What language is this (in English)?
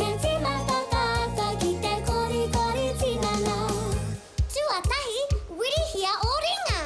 Māori